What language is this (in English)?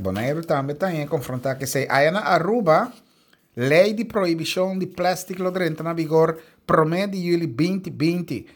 Papiamento